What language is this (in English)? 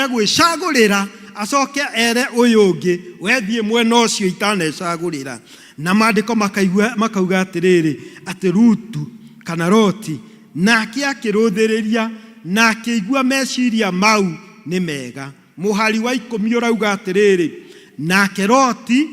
Kikuyu